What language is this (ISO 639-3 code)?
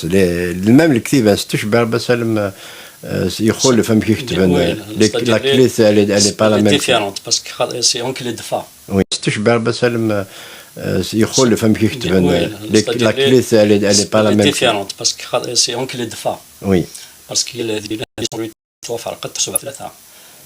kab